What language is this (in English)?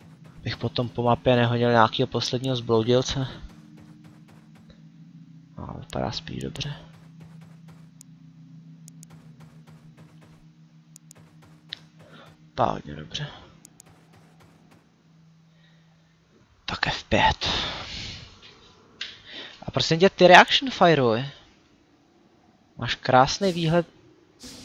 Czech